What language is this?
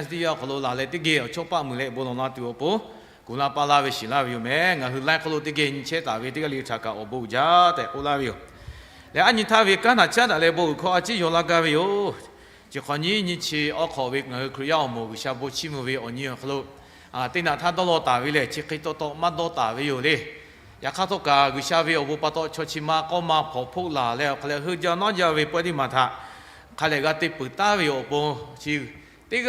Lahu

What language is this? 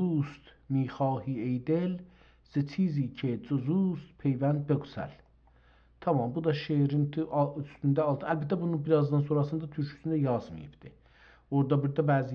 South Azerbaijani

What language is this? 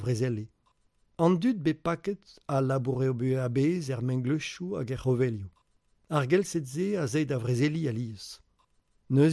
Breton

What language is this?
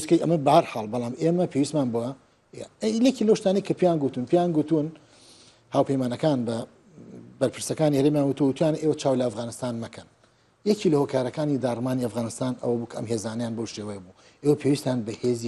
Central Kurdish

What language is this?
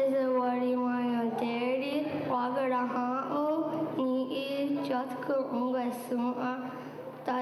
Mohawk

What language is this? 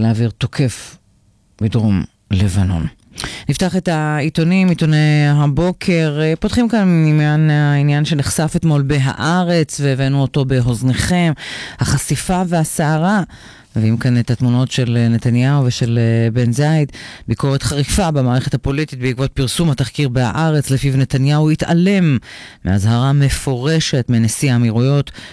Hebrew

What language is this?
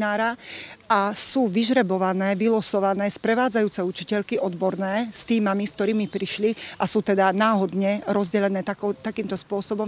Slovak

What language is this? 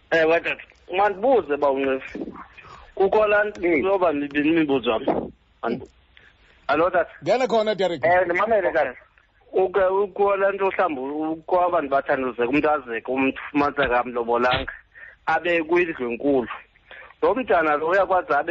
Xhosa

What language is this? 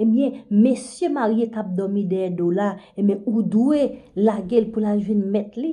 Haitian Creole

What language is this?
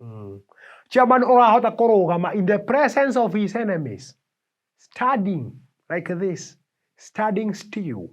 Kikuyu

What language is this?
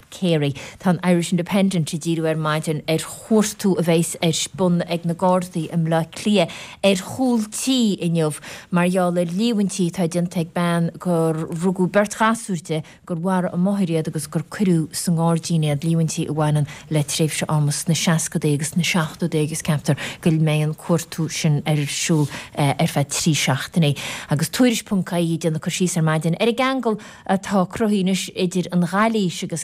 Irish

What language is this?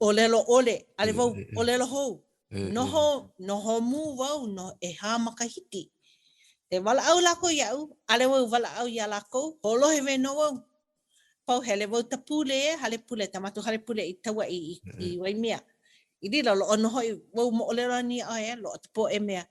Hawaiian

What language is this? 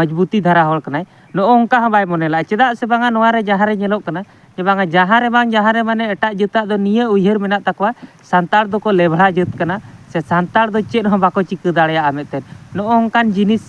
Santali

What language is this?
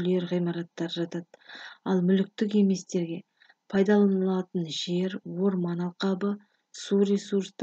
Kazakh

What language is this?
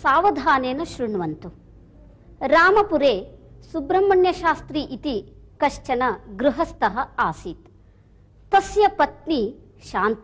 Sanskrit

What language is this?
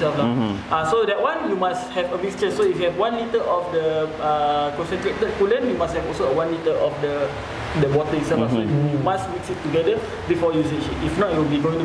English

